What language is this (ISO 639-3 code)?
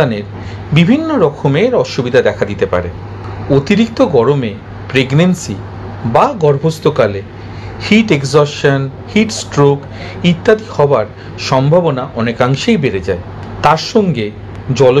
ben